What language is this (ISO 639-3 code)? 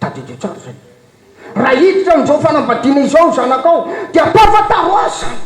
mlg